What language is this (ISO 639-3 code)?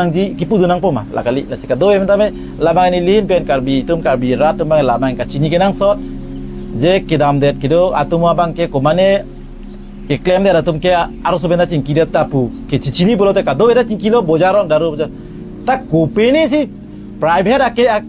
mjw